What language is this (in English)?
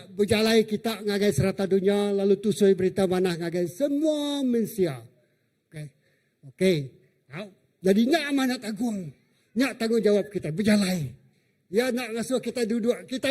Iban